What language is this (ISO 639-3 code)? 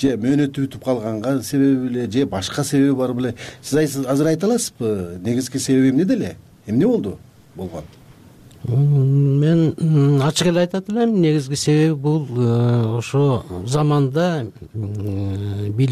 kir